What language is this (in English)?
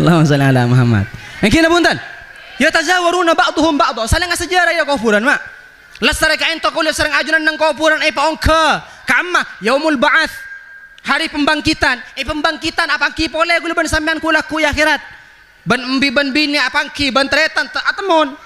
Madurese